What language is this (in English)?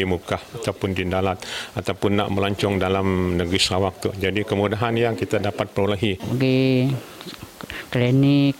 Malay